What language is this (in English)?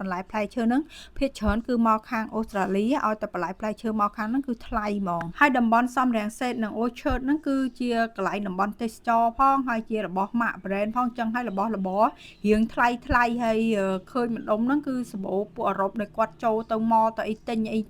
Khmer